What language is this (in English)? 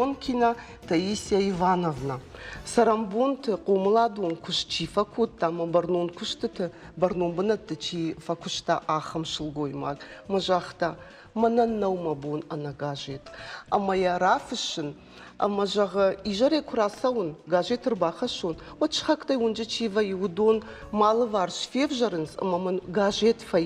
Ossetic